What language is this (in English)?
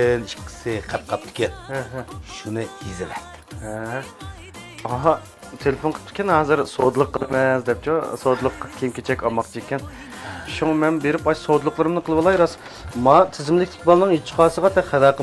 Uyghur